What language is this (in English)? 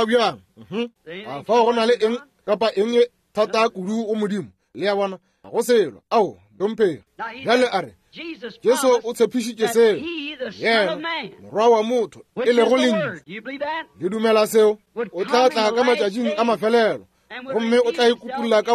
Northern Sotho